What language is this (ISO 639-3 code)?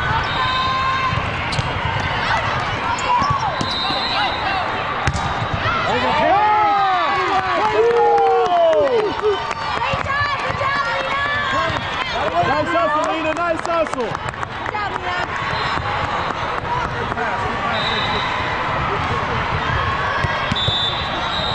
eng